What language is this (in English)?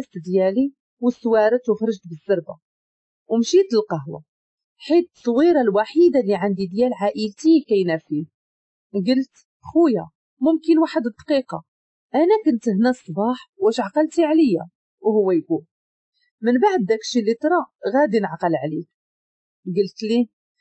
Moroccan Arabic